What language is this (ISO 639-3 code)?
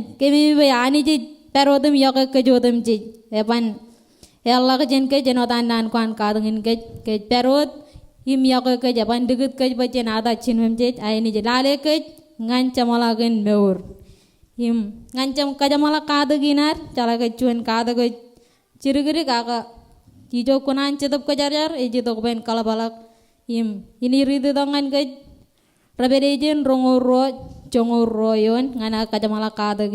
mah